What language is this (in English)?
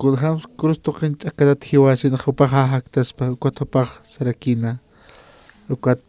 Aymara